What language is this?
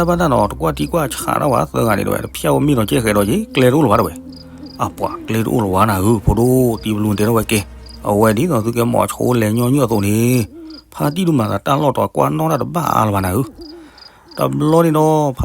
S'gaw Karen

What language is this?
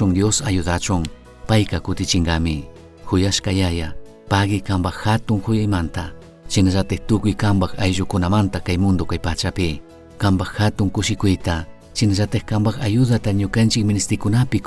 Chimborazo Highland Quichua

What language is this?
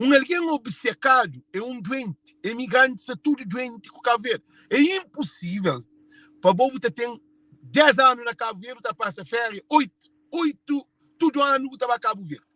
Kabuverdianu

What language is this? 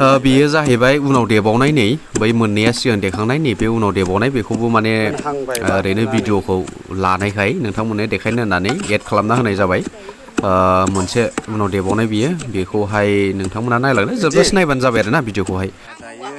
Bodo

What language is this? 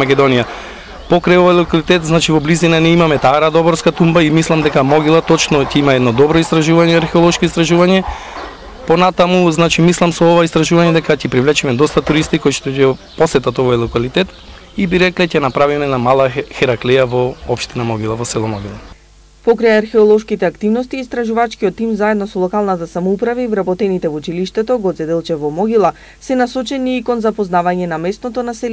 Macedonian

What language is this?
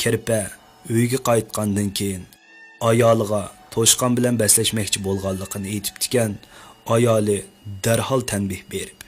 Uyghur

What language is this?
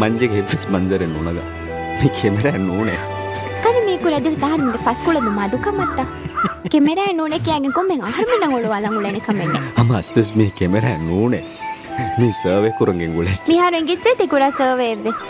Divehi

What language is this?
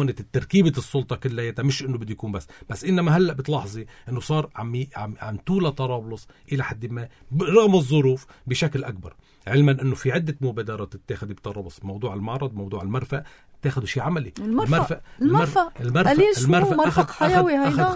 North Levantine Arabic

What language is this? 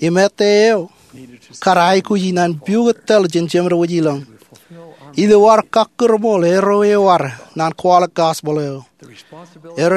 Marshallese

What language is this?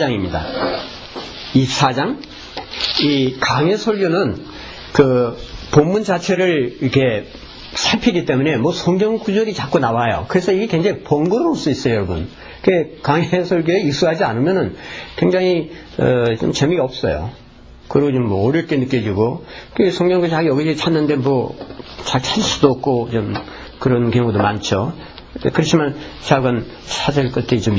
Korean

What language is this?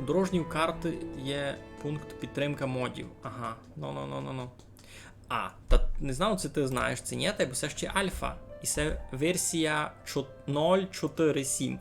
Rusyn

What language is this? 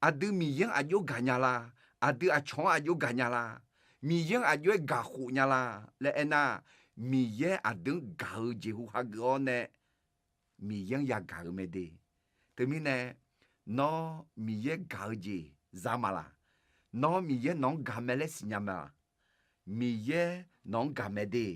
Akha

